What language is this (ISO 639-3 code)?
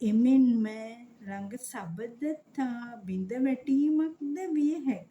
sin